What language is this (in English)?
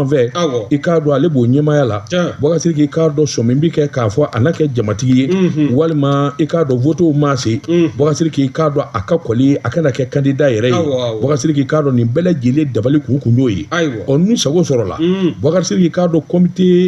Bambara